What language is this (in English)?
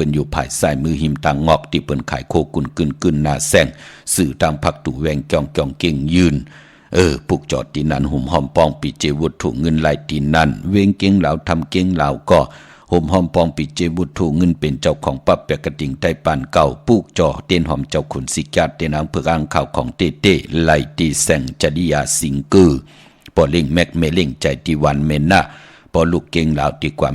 Shan